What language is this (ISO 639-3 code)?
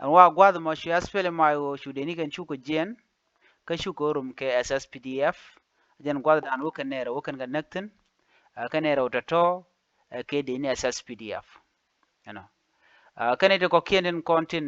nus